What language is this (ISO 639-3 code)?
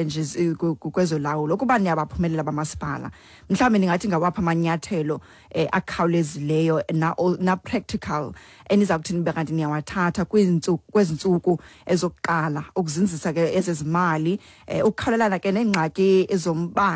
xho